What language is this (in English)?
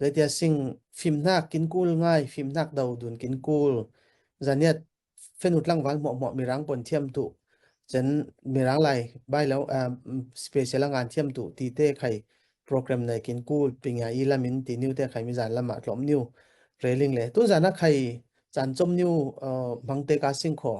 Falam Chin